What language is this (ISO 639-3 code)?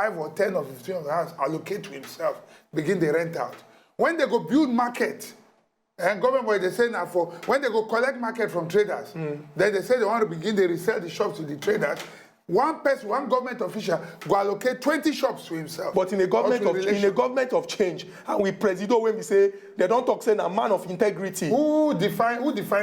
pcm